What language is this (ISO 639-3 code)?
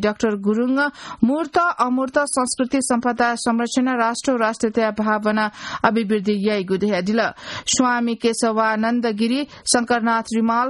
new